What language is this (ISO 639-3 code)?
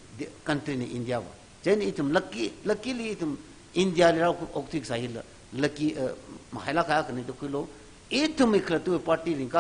nmf